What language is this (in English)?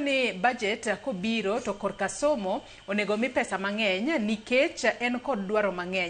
Luo (Kenya and Tanzania)